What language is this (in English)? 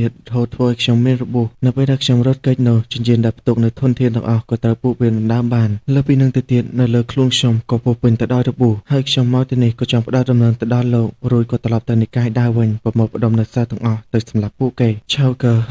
Khmer